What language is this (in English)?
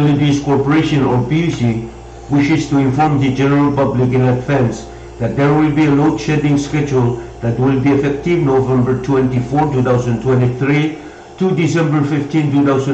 Pohnpeian